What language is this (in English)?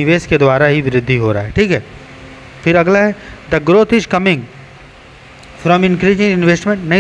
Hindi